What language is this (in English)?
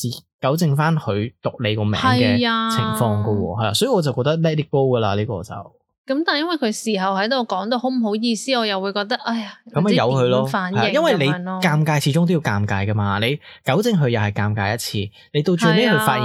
Cantonese